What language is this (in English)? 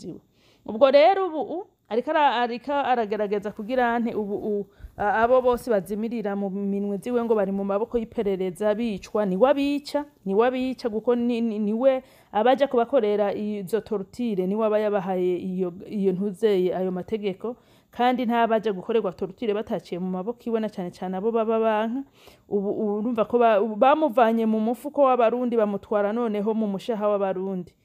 Rundi